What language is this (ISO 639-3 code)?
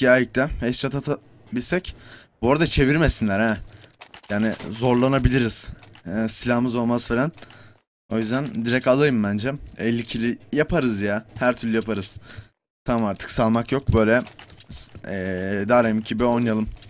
tur